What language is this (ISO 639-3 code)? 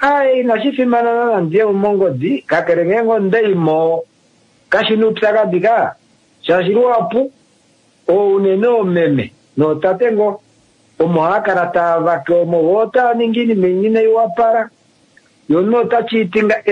kua